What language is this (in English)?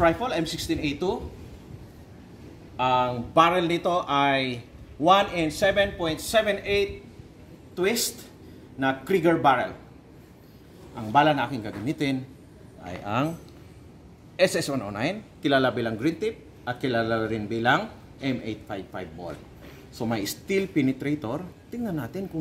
Filipino